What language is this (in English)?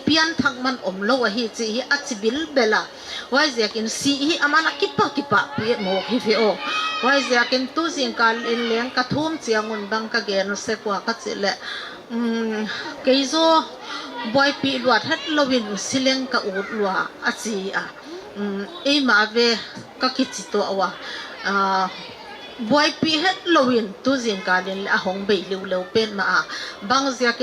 Paite Chin